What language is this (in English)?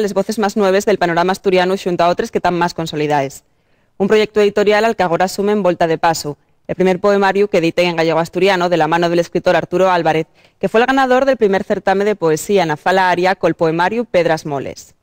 Asturian